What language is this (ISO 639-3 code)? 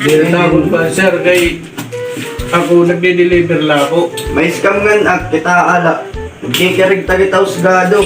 war